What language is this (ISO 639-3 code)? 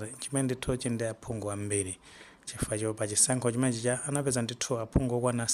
nya